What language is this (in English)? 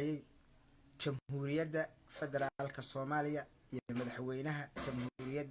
Somali